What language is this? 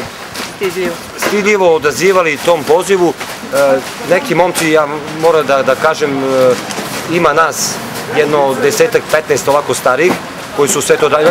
Serbian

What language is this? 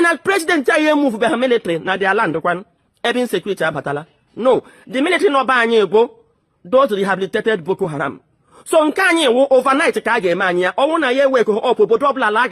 Igbo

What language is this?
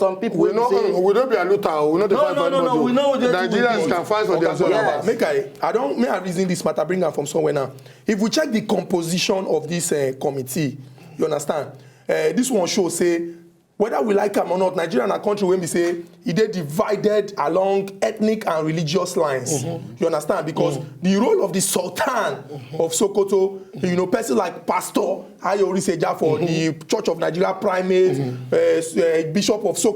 Nigerian Pidgin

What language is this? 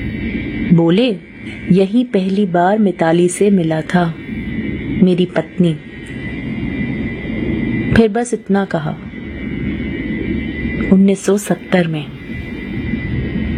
Hindi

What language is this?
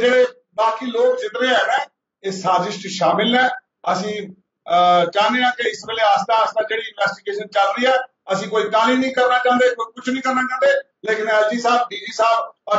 Punjabi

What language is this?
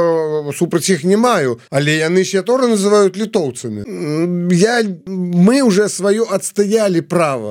Belarusian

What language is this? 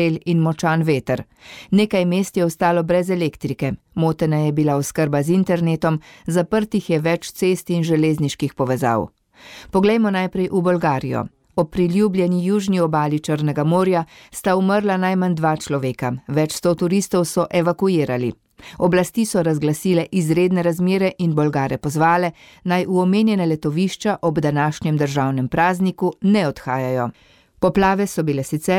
Slovenian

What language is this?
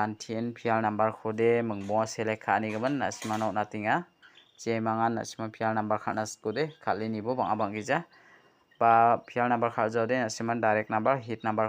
Garo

